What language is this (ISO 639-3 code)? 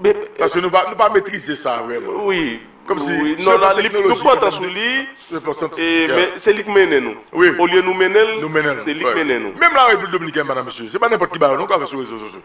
hat